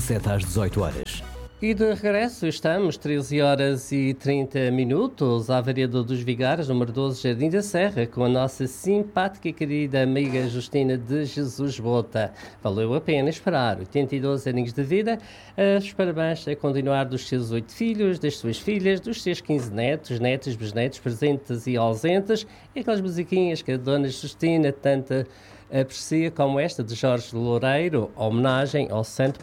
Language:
Portuguese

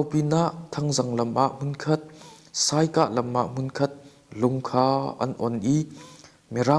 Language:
Hakha Chin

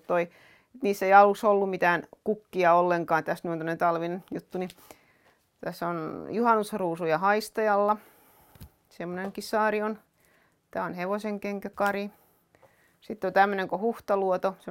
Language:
Finnish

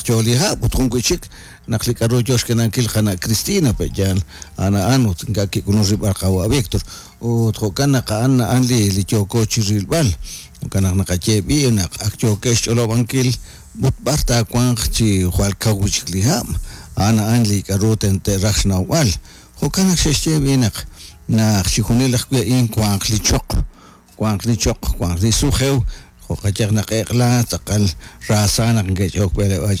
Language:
Kekchí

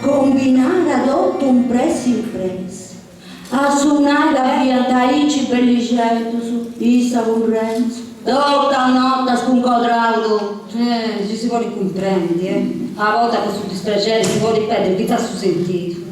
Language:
Sardinian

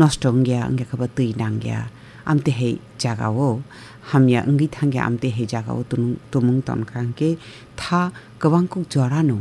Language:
Kok Borok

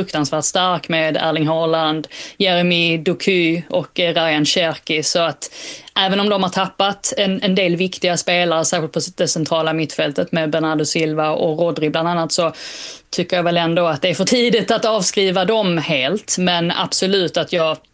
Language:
Swedish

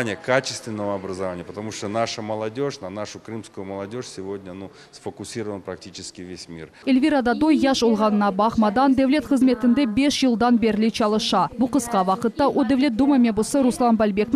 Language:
Crimean Tatar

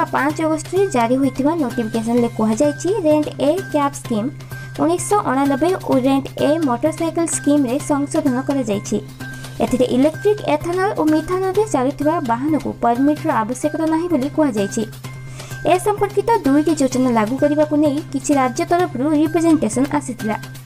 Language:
Odia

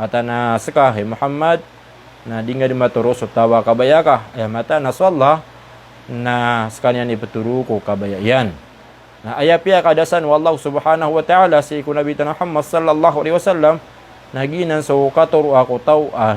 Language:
Maranao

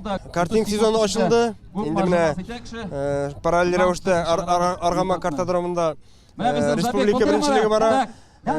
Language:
Tatar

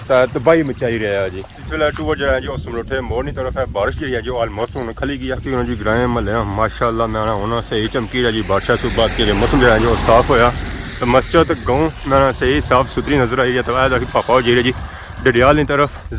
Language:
Pahari-Potwari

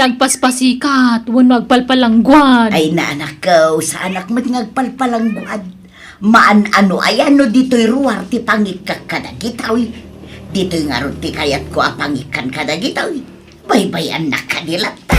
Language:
Iloko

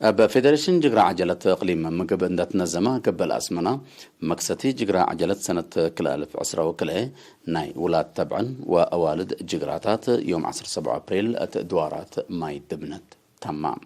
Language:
Tigre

